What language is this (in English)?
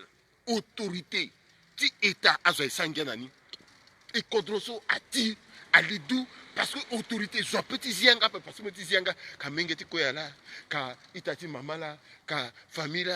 Sango